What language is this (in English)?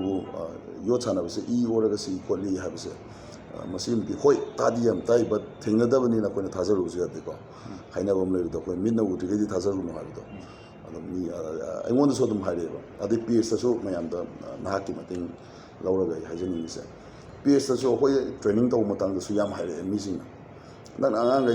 Manipuri